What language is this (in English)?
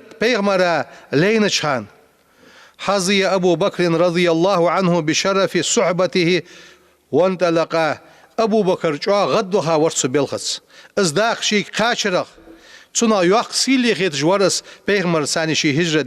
Ingush